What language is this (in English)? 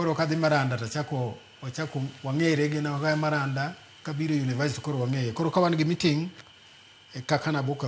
Luo (Kenya and Tanzania)